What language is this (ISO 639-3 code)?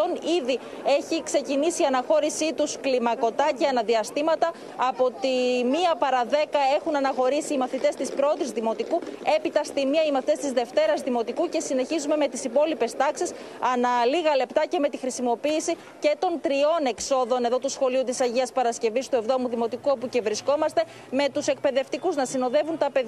ell